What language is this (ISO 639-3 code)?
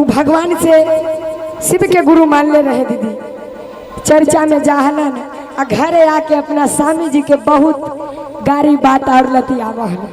mag